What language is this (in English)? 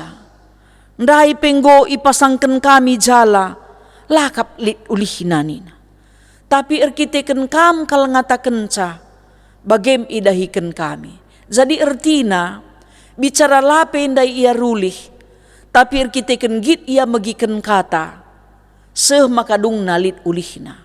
Batak Karo